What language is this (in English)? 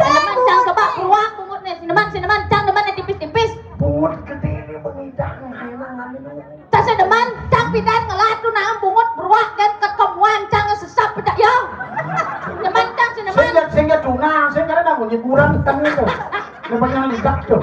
Balinese